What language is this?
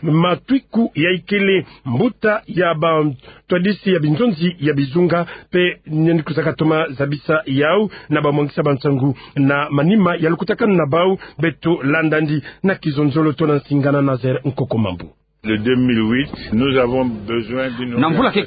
Kituba (Democratic Republic of Congo)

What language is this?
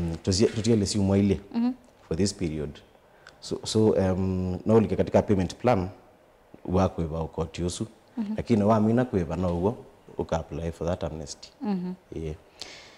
Kamba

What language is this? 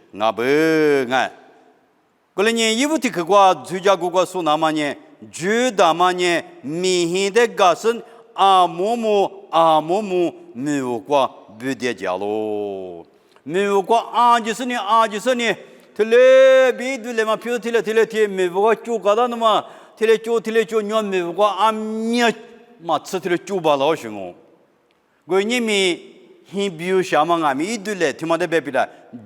Lisu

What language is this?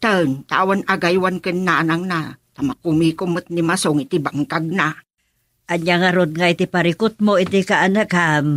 Iloko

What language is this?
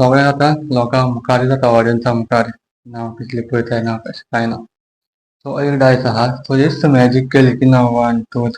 Konkani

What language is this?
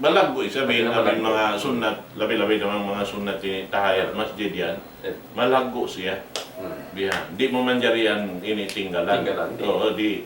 Tausug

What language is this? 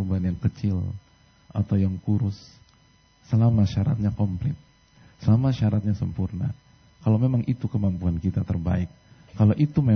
Indonesian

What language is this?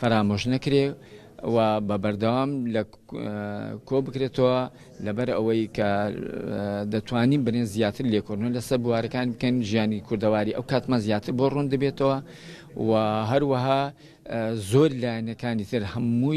Central Kurdish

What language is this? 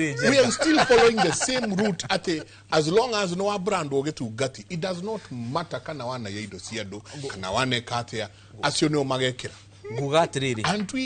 Kikuyu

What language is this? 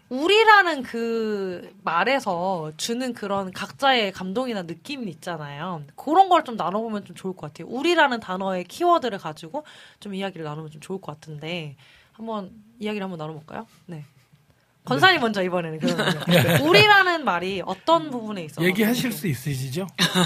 Korean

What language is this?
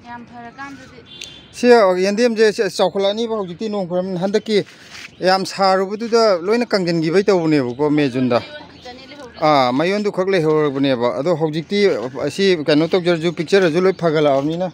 Manipuri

